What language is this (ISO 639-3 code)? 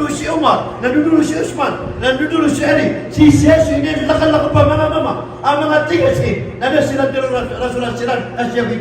mrw